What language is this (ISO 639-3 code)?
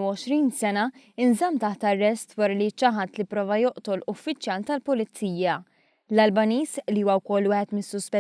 mlt